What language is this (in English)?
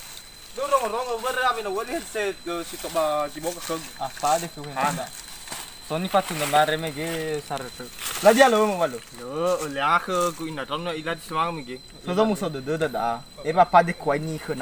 Nias